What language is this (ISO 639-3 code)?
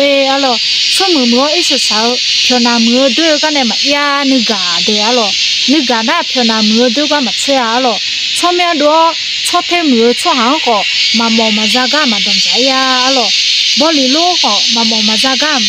ahk